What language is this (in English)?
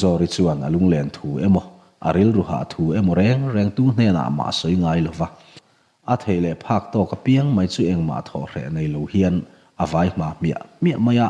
Mizo